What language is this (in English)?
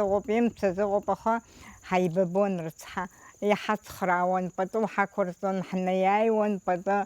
Abkhazian